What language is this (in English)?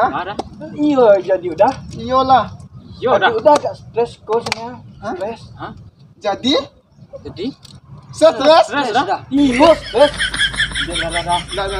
Minangkabau